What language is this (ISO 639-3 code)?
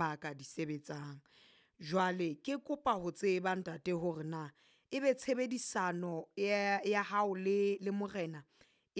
sot